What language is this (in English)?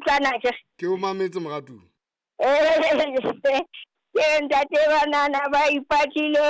Southern Sotho